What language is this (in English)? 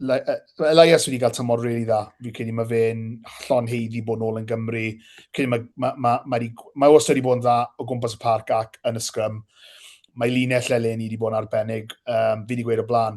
Welsh